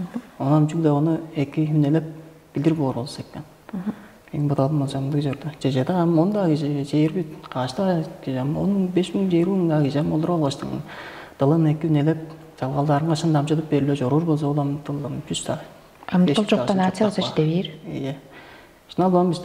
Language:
Tuvinian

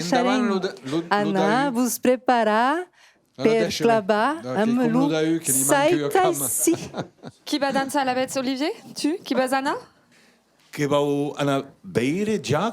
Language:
Occitan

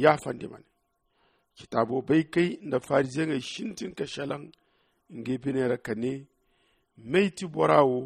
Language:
Zarma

